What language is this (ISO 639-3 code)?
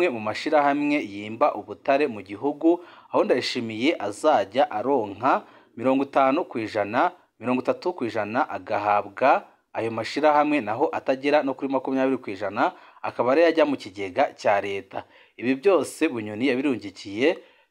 run